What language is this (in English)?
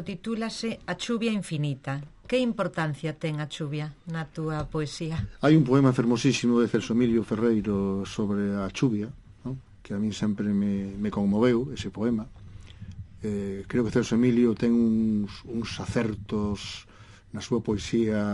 Galician